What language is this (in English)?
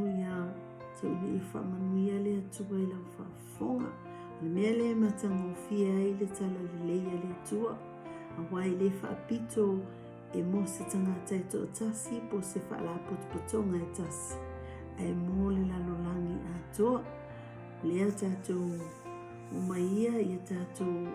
Samoan